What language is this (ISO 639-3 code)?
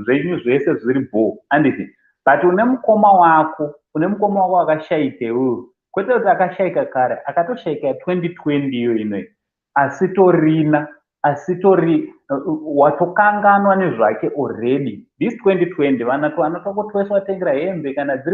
sna